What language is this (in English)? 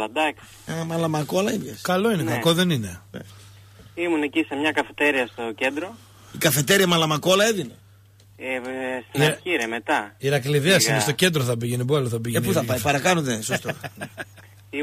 Greek